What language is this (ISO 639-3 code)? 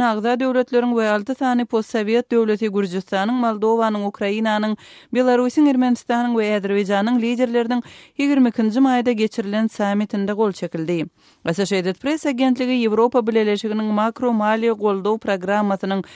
tuk